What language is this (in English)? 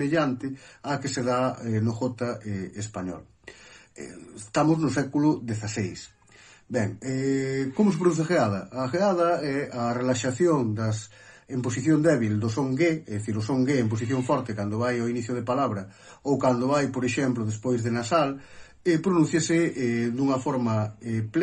Galician